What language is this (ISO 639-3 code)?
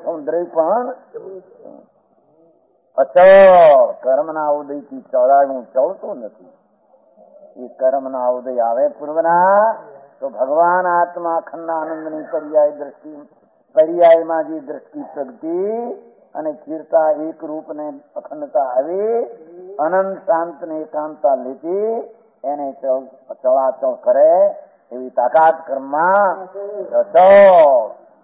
guj